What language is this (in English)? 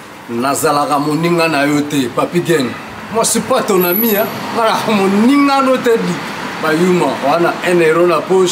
Lingala